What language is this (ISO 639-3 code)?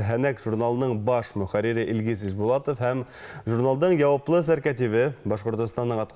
bak